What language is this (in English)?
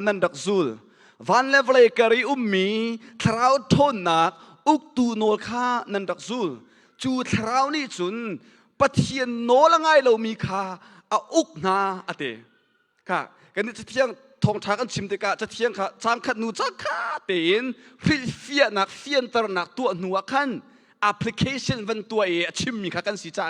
Hakha Chin